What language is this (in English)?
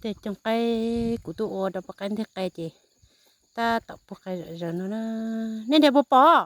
Hmong